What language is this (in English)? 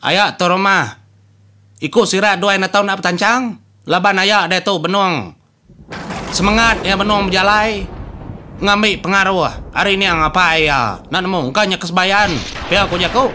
Iban